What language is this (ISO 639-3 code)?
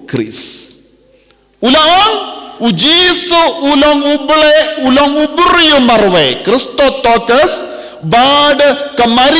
kha